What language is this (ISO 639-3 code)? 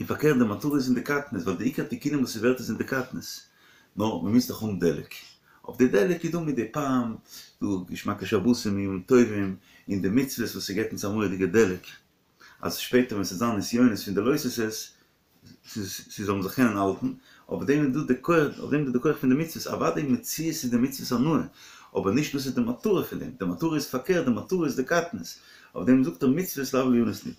yid